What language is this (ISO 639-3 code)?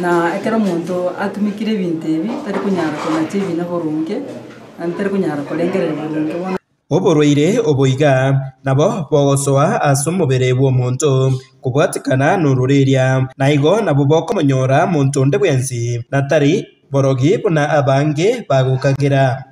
guz